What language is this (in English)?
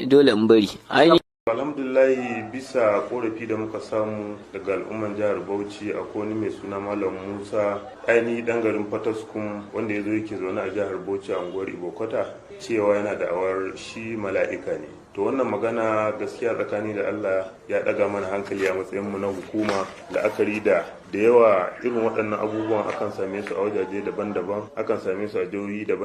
Hausa